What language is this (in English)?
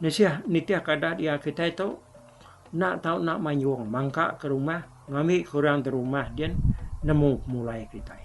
Iban